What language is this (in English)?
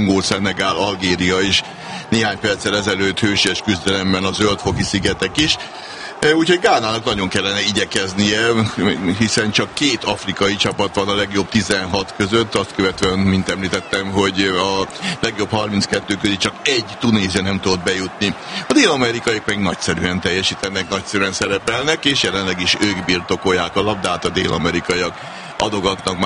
Hungarian